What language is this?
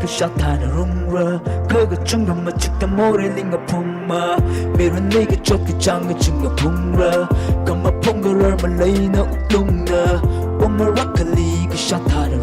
Tangkhul Naga (India)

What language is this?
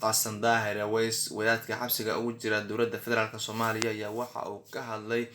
Somali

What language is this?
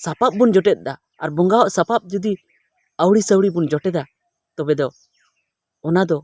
Santali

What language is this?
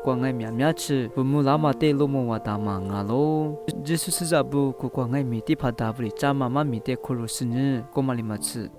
Lisu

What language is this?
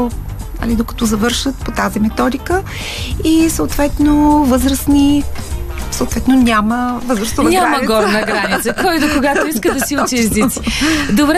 Bulgarian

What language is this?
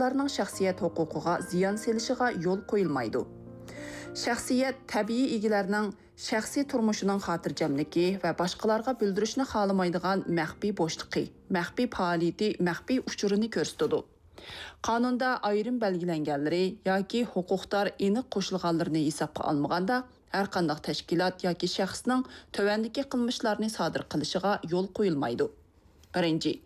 Uyghur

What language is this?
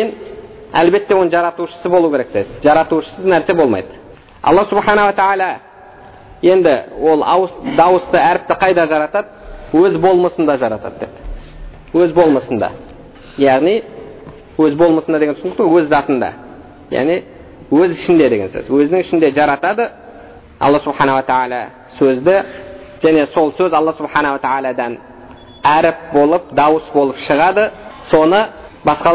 Kazakh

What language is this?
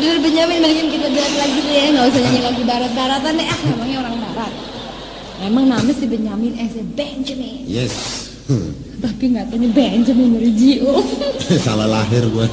Betawi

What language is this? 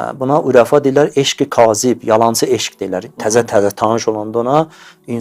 Azerbaijani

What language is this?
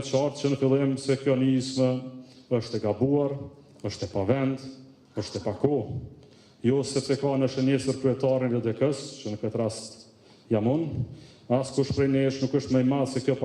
Albanian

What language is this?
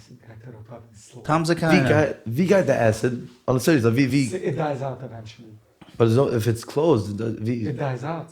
Yiddish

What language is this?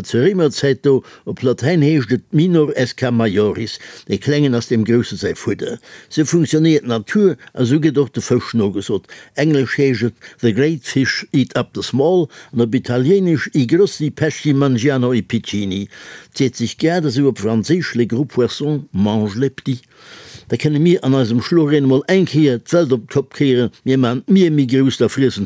Luxembourgish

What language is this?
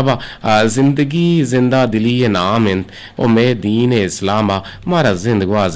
Eastern Balochi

